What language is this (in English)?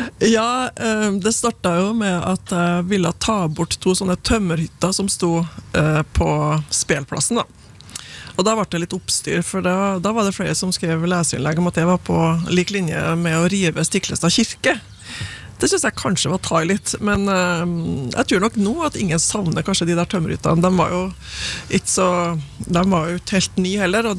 Norwegian